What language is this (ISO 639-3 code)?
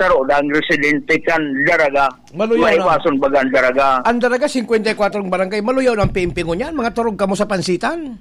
bik